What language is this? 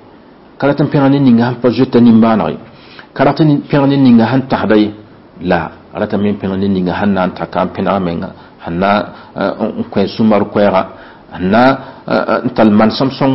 Mossi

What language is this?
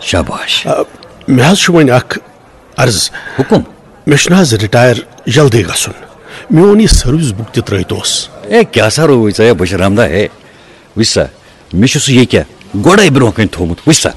Kashmiri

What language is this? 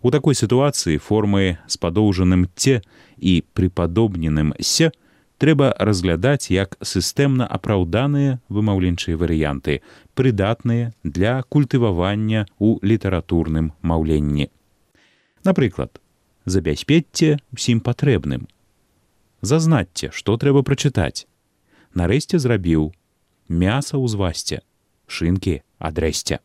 Belarusian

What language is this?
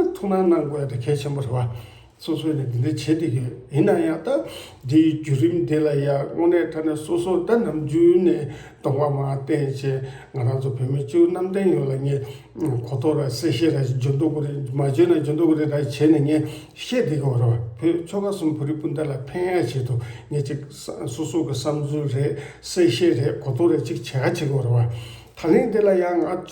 Tibetan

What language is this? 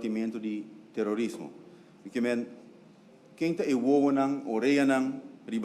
Papiamento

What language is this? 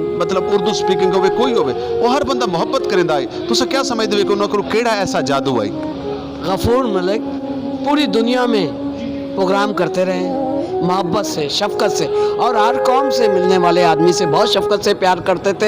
Saraiki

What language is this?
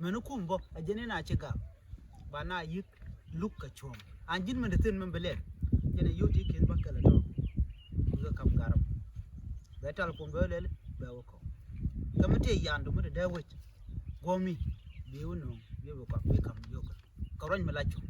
Nuer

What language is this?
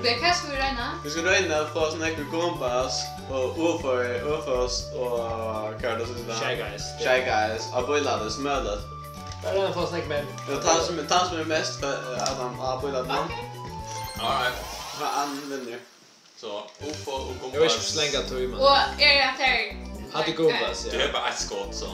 Faroese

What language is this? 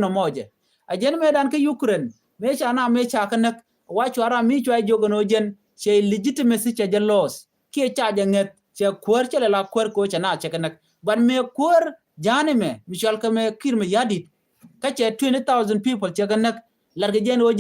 Nuer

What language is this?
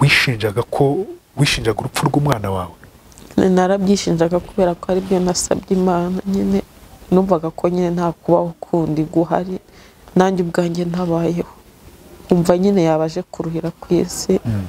Kinyarwanda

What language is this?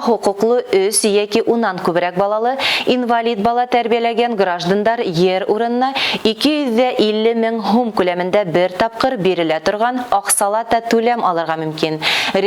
Bashkir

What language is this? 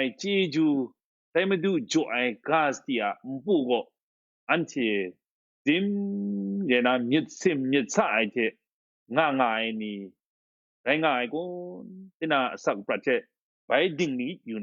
Kachin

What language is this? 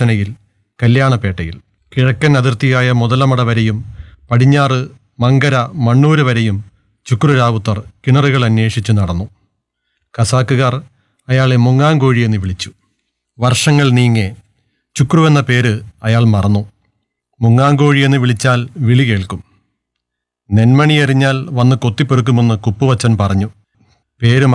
Malayalam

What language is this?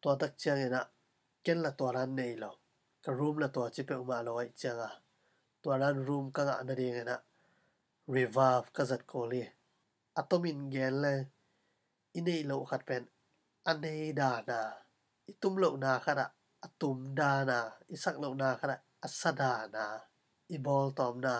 Tedim Chin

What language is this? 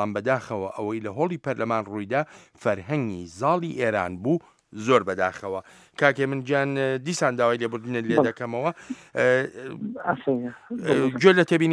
Central Kurdish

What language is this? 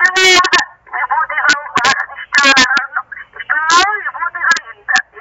Kannada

